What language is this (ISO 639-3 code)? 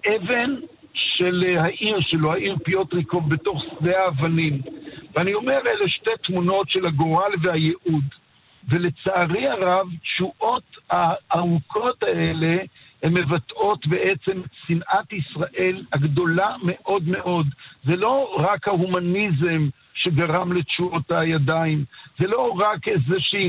heb